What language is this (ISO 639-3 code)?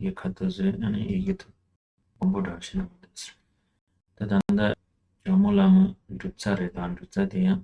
bod